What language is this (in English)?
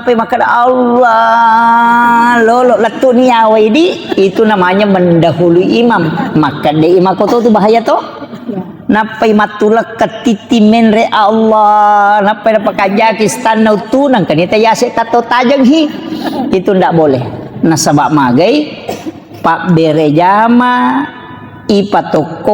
Buginese